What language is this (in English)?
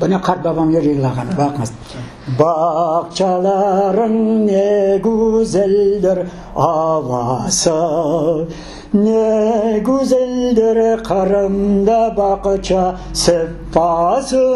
Crimean Tatar